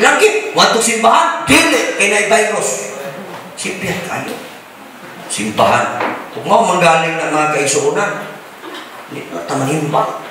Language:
Cebuano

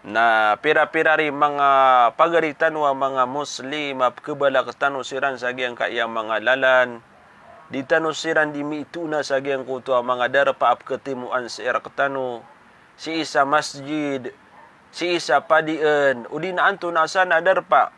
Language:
Maranao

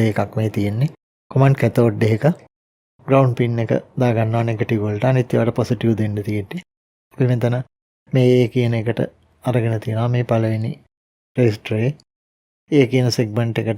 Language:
Sinhala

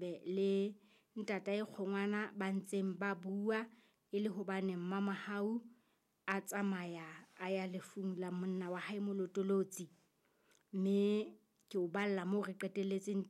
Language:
Southern Sotho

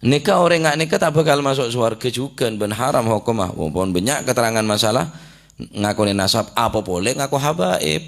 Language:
Madurese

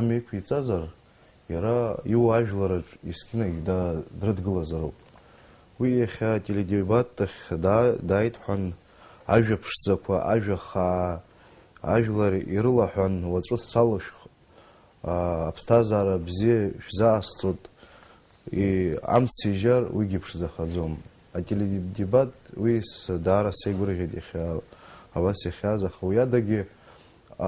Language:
Abkhazian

